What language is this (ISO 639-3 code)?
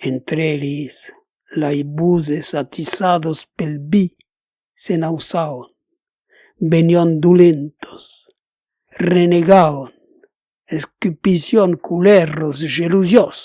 oci